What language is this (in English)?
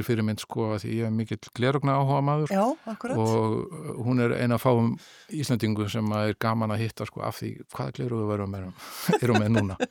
Icelandic